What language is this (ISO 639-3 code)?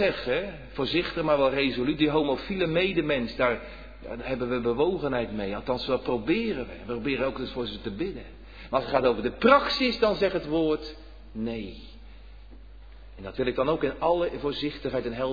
nld